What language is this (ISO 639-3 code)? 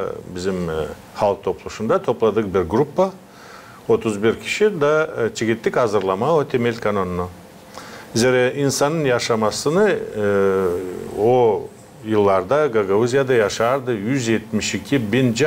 gag